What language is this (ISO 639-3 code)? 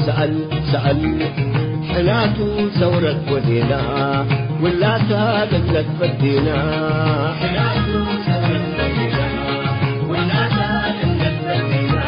tig